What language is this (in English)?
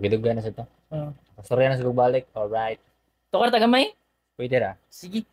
Cebuano